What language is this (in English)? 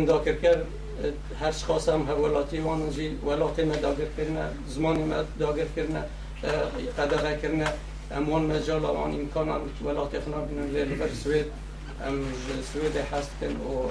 Kurdish